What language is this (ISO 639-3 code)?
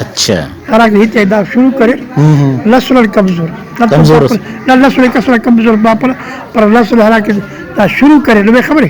brh